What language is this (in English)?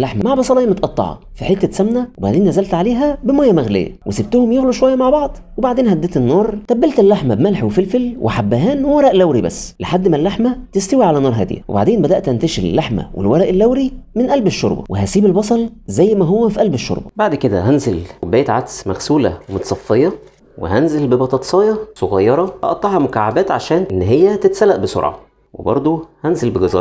Egyptian Arabic